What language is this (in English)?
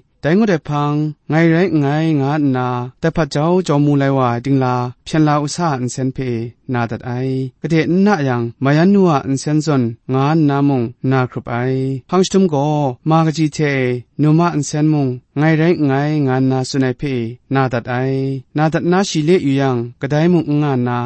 Kachin